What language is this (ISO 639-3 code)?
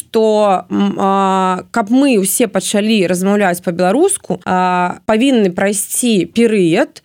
bel